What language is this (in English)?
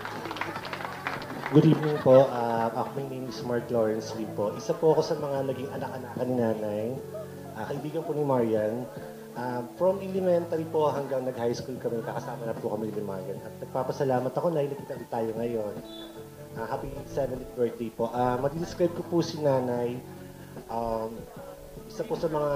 Filipino